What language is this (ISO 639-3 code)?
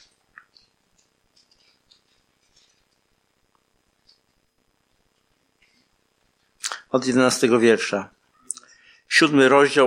pol